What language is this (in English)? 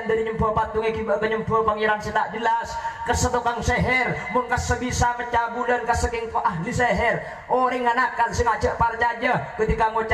Madurese